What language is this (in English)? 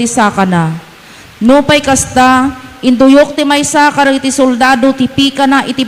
Iloko